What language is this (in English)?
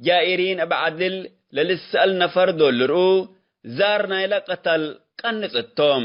Tigre